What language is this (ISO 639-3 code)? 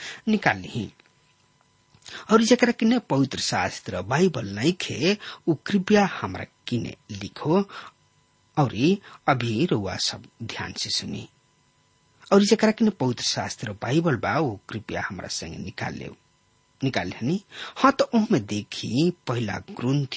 bho